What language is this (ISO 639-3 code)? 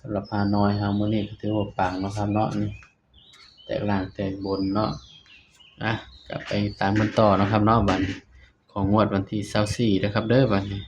tts